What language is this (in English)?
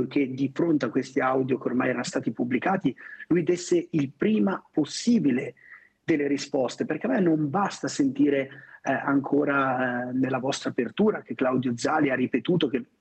Italian